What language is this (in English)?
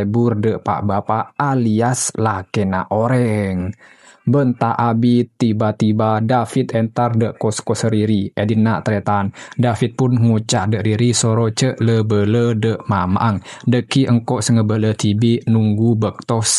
Madurese